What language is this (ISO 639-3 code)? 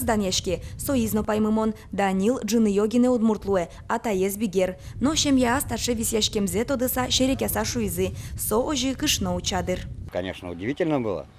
udm